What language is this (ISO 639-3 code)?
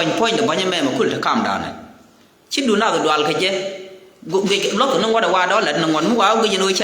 nus